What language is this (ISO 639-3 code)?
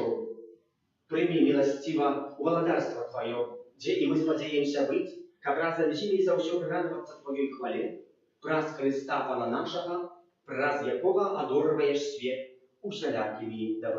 bel